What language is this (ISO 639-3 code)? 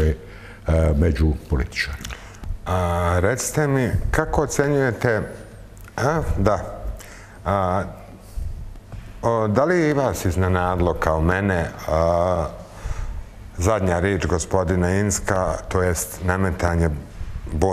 bos